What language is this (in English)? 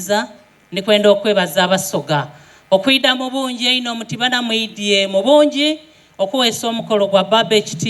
Soga